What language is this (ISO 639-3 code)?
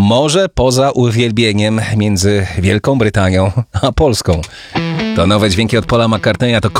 pol